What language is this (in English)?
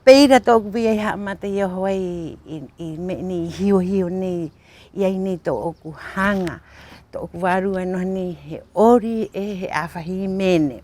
Rapanui